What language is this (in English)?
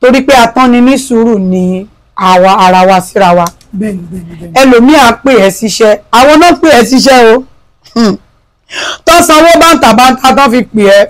Yoruba